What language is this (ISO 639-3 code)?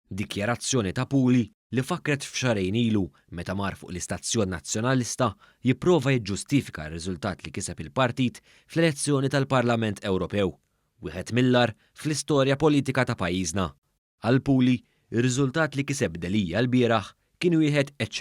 mlt